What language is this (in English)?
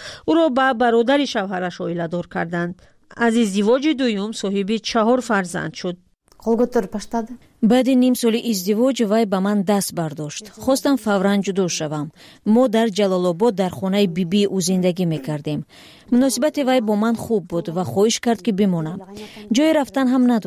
Tajik